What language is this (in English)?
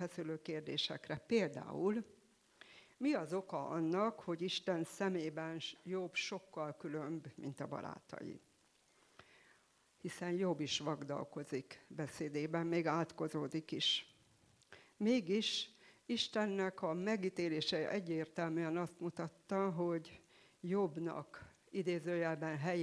Hungarian